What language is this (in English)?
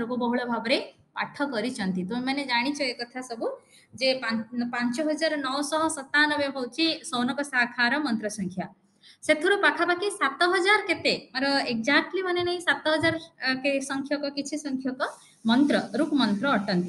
Odia